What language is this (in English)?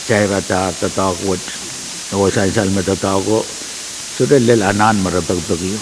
Pohnpeian